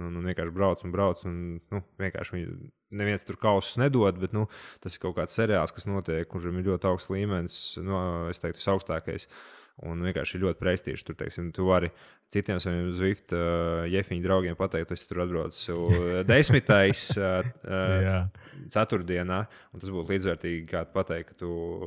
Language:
Latvian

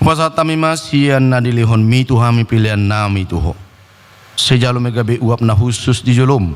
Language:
Batak Toba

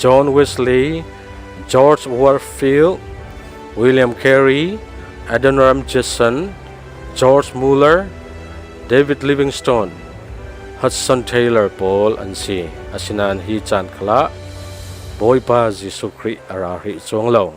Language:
Falam Chin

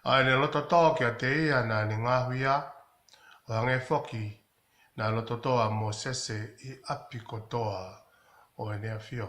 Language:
Tongan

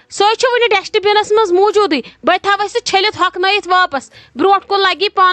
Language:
Kashmiri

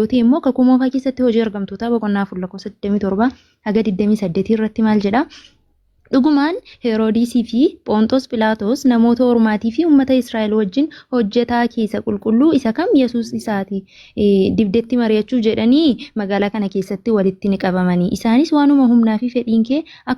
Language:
Oromo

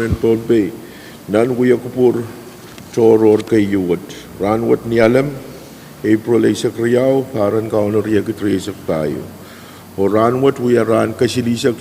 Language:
Pohnpeian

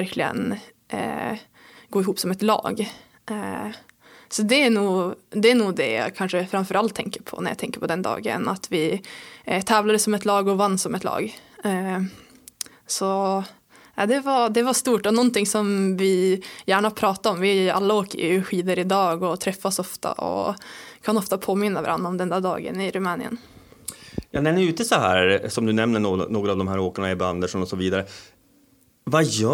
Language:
Swedish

